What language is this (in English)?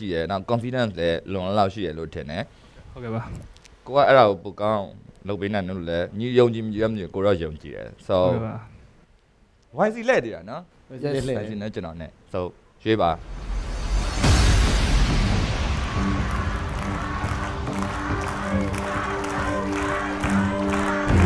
Burmese